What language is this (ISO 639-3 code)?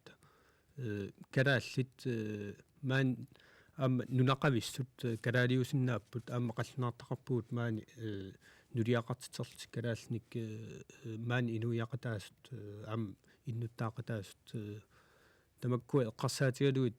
kal